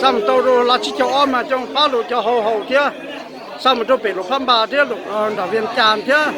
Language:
Hmong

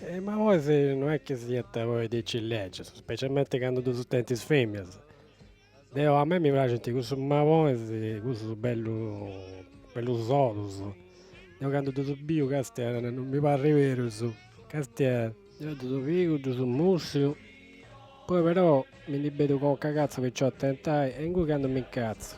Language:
Sardinian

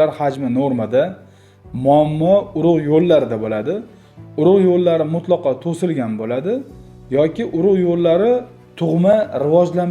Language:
Uzbek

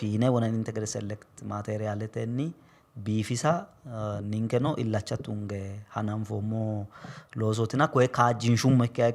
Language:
Sidamo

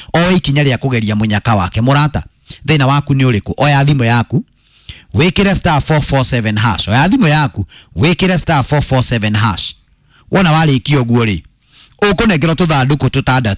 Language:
Kikuyu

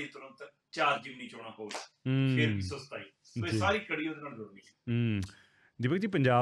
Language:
Punjabi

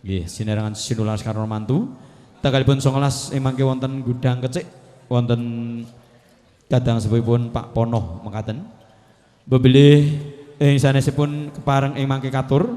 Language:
Javanese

